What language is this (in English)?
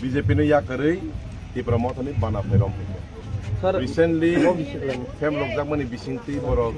Kok Borok